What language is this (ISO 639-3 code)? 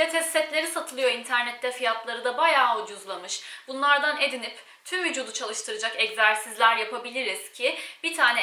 tur